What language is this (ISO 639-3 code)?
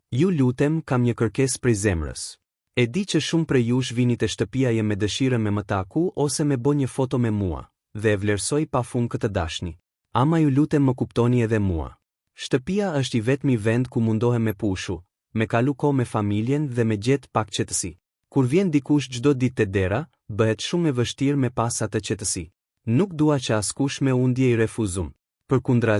sqi